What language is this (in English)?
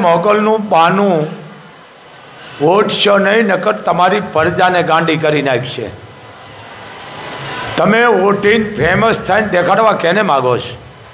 Gujarati